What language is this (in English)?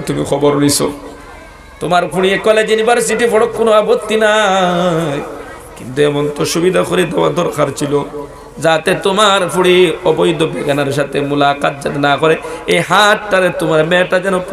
Sylheti